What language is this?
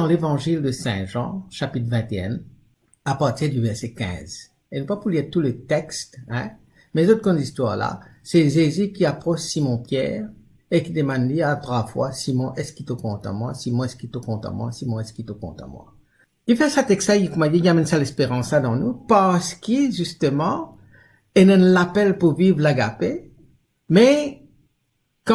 Morisyen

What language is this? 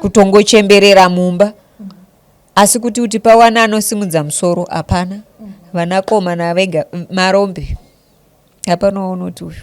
Shona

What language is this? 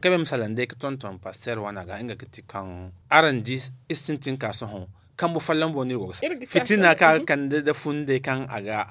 Zarma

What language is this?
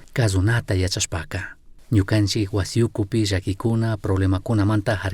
Chimborazo Highland Quichua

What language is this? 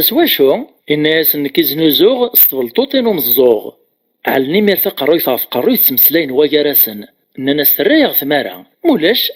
Kabyle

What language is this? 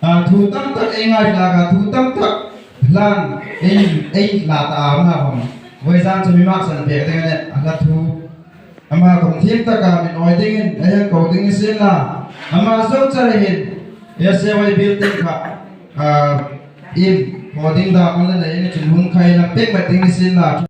Hmar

